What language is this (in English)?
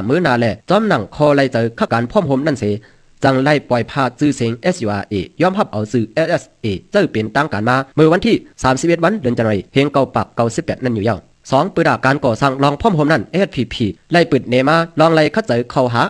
Shan